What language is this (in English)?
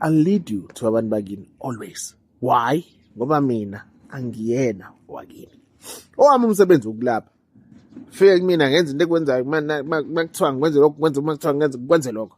Zulu